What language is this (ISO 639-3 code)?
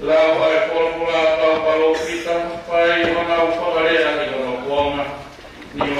ton